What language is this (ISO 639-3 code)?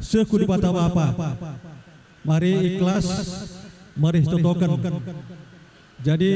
btx